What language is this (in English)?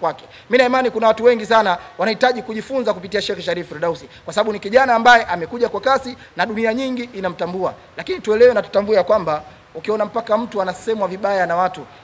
Swahili